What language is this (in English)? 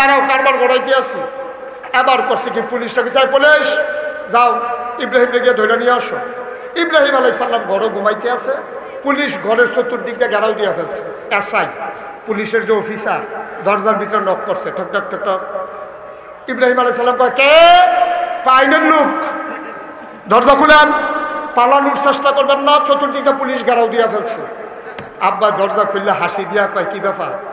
Bangla